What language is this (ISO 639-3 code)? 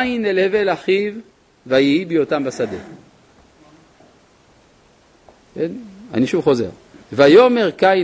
heb